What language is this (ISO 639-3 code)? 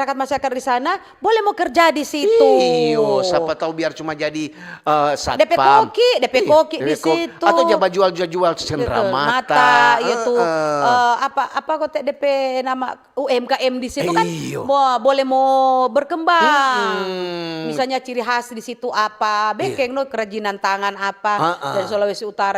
xmm